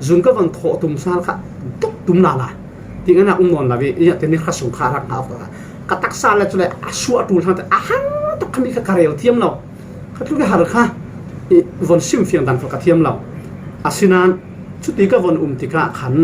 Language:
Falam Chin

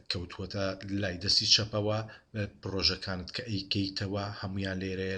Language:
Central Kurdish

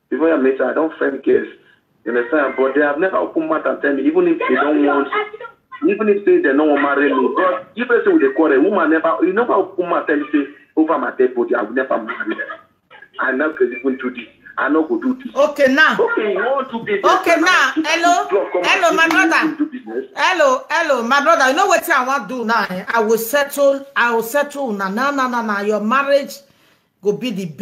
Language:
Nigerian Pidgin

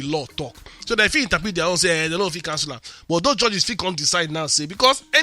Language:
Nigerian Pidgin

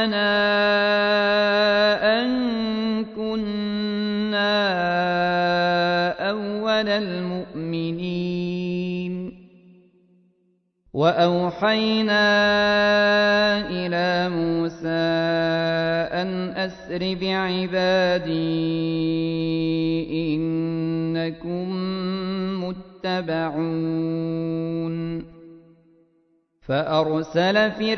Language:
Arabic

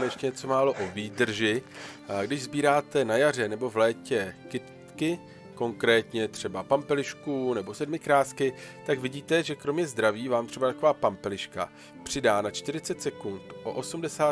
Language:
Czech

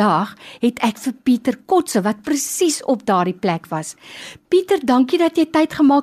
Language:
Afrikaans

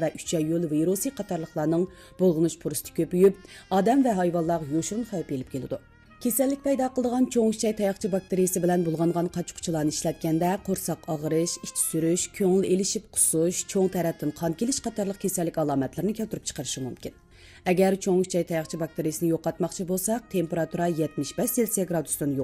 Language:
Uyghur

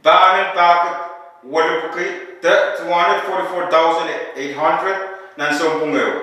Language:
Pohnpeian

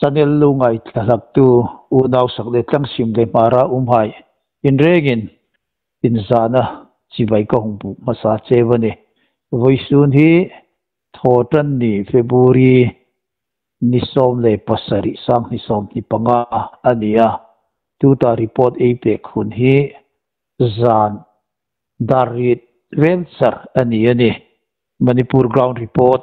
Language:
Hmar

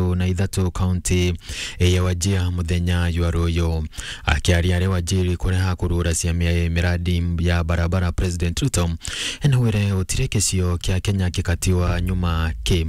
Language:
Meru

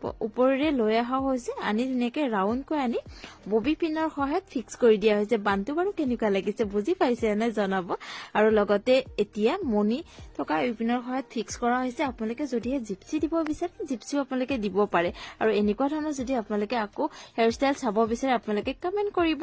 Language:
Assamese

